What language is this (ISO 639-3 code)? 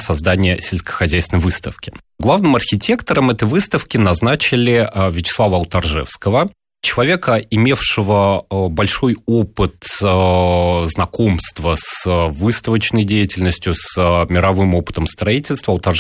rus